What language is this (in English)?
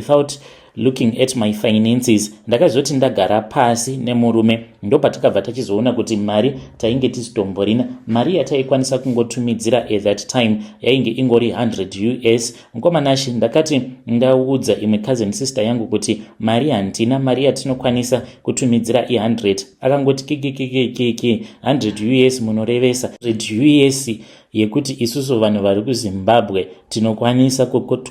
Shona